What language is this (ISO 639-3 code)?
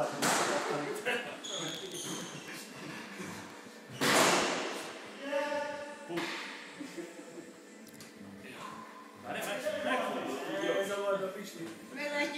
hun